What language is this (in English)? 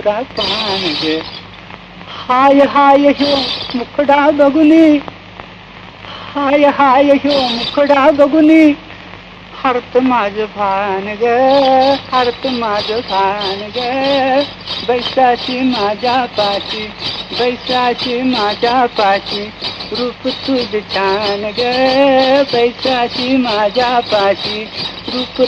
Marathi